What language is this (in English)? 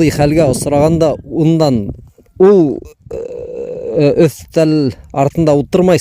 Bashkir